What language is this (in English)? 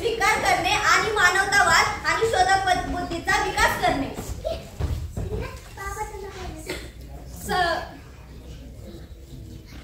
Marathi